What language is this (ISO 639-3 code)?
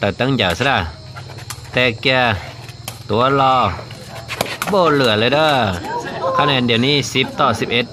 hmn